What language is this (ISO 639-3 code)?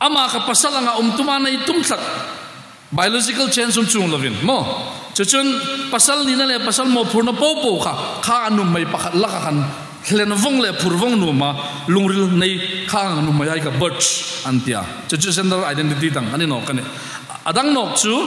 hmr